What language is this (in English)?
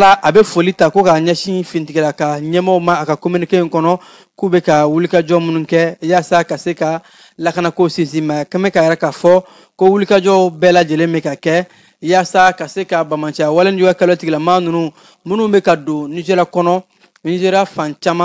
Bambara